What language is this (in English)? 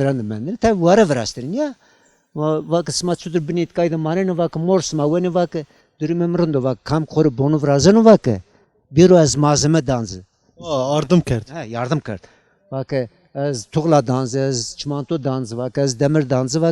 Zaza